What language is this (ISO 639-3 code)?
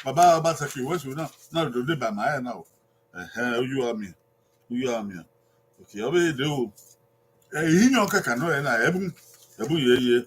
bin